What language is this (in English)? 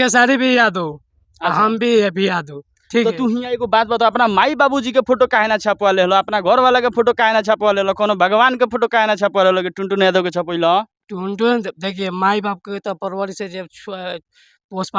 Bhojpuri